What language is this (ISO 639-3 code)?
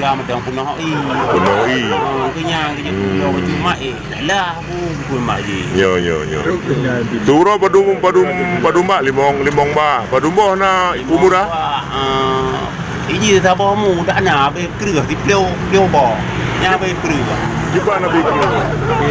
ace